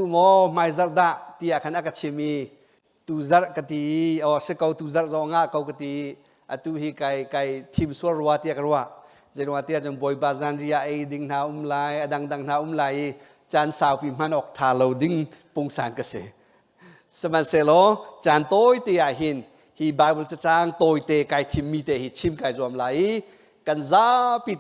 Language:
Hakha Chin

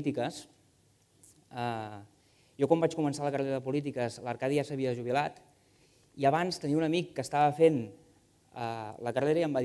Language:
Catalan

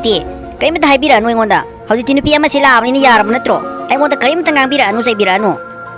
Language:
Manipuri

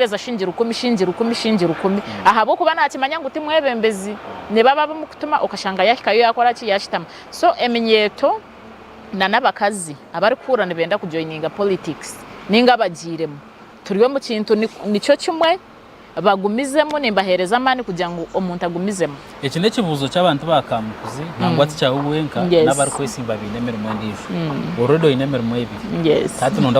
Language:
Nyankole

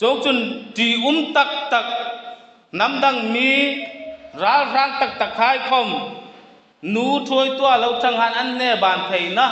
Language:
Hmar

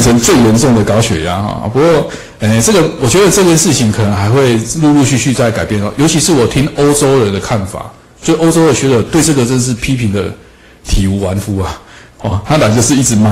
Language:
Chinese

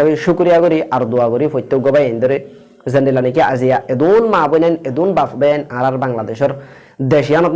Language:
Rohingya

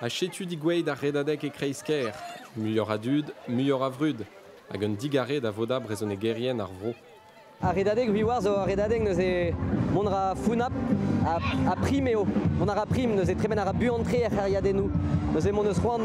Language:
Breton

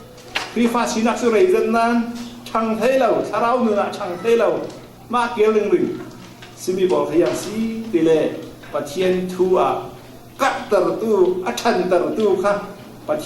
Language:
Falam Chin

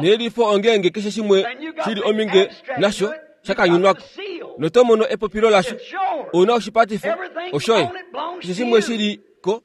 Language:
Kuanyama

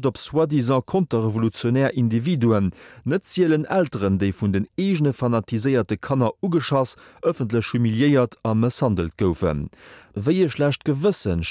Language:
Luxembourgish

